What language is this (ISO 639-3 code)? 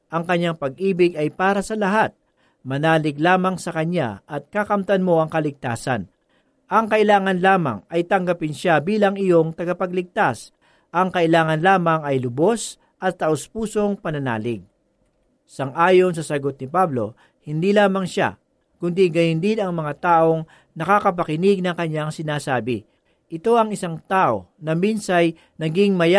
fil